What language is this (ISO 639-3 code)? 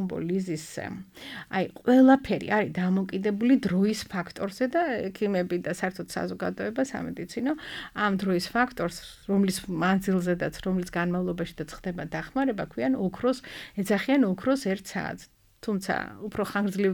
kat